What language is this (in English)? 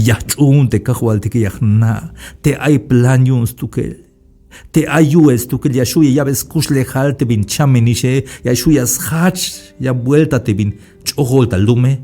Tzeltal